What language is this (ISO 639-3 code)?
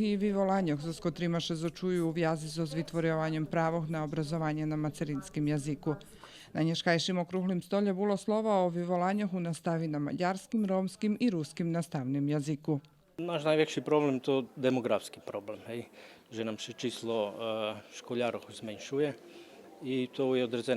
rue